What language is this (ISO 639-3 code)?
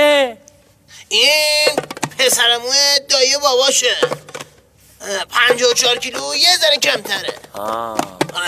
fas